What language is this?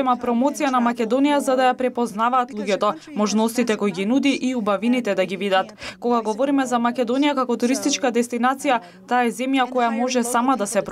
Macedonian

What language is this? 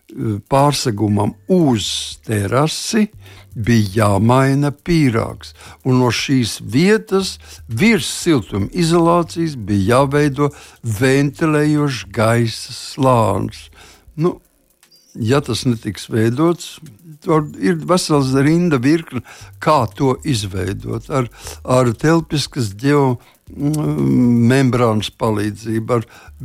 Latvian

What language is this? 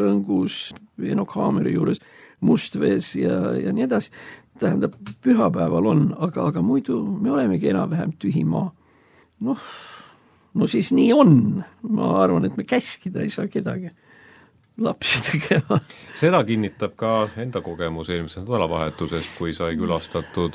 Estonian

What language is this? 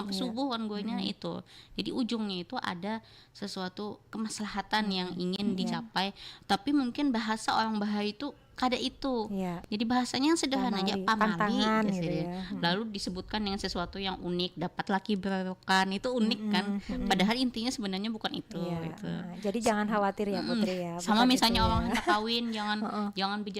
Banjar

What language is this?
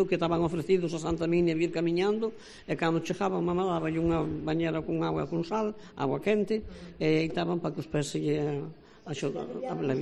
Galician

